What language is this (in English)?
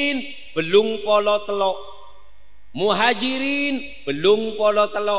Madurese